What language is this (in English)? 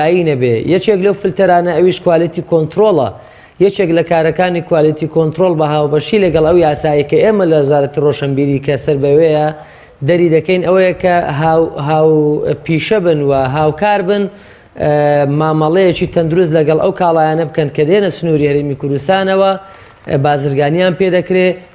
Central Kurdish